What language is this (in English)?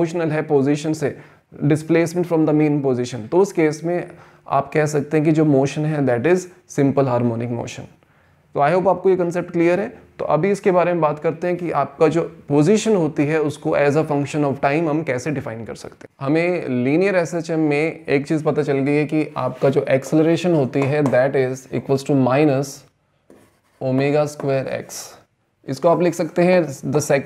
Hindi